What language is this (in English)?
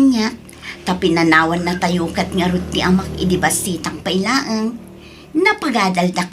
Iloko